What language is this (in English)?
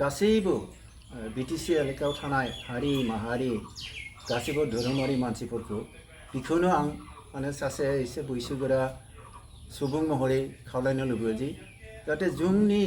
Bodo